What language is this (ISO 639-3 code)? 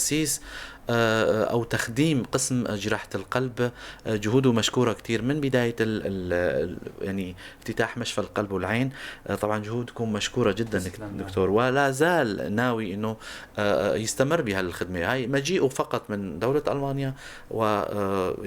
apc